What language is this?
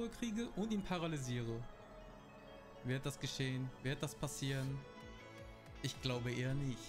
German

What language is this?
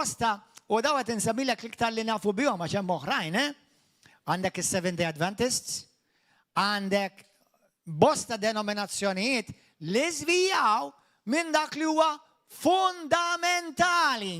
Maltese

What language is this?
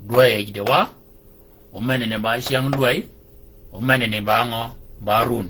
Shilluk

